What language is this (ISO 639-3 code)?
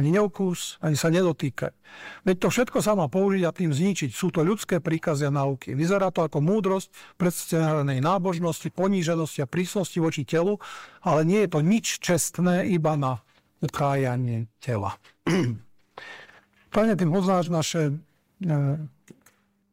slk